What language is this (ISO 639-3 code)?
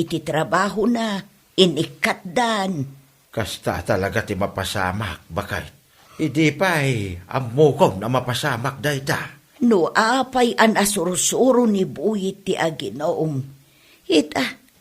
ilo